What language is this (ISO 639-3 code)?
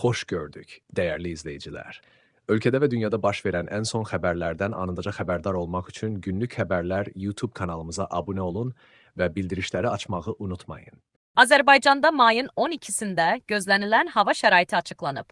aze